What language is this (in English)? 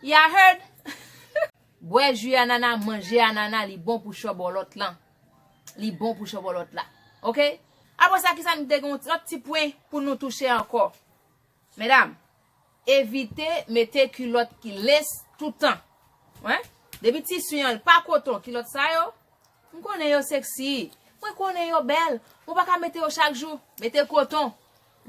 Haitian Creole